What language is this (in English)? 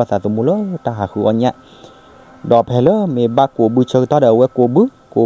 S'gaw Karen